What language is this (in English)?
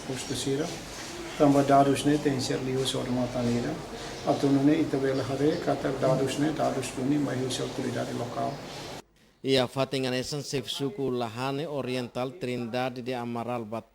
Tetum